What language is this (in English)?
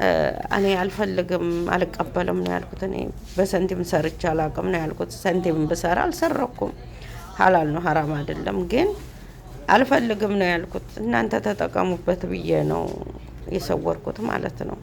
Amharic